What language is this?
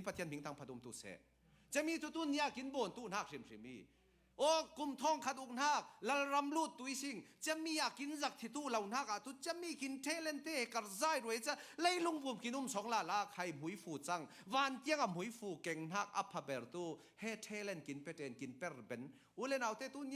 Falam Chin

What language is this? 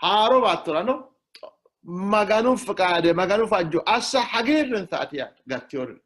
Sidamo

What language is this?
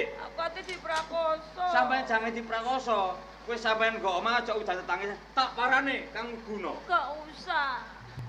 Javanese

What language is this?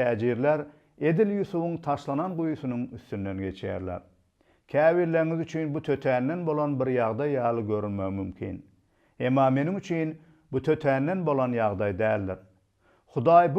Turkmen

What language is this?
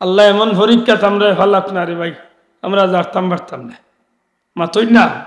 Sylheti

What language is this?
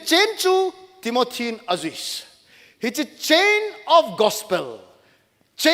Thado Chin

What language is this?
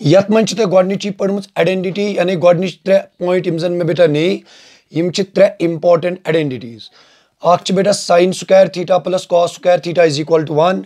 Kashmiri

